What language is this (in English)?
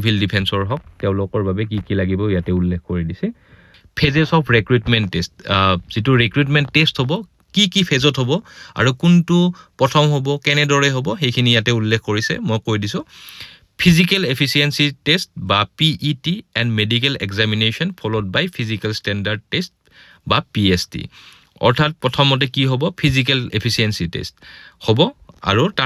Assamese